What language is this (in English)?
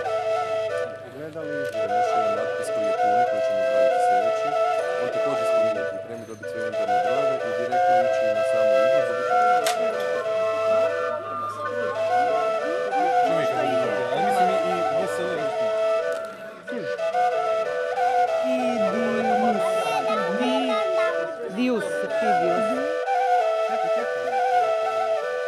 Croatian